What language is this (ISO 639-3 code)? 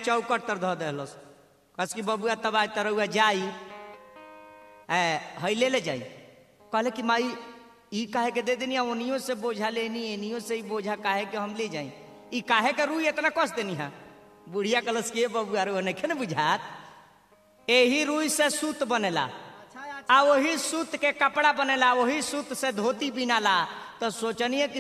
bho